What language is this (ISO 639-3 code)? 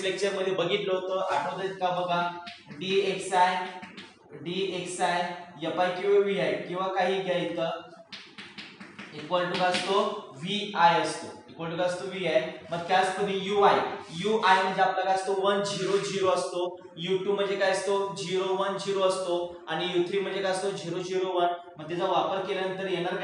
mar